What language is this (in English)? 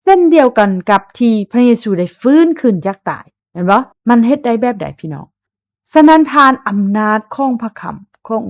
Lao